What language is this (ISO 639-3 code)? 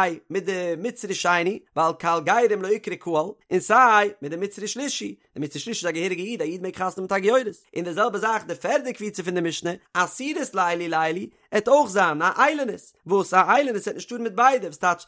yid